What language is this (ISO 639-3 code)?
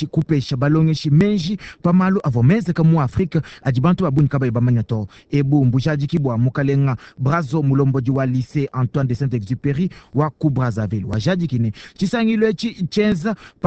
lua